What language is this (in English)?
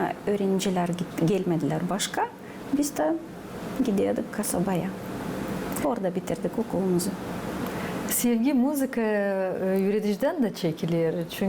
Gagauz